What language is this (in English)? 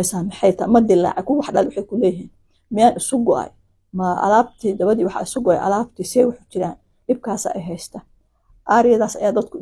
Somali